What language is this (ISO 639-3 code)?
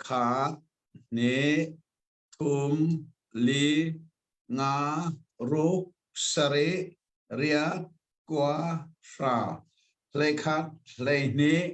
cnh